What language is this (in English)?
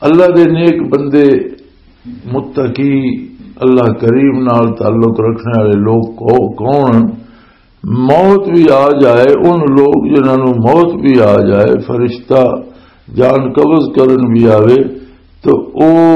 Western Panjabi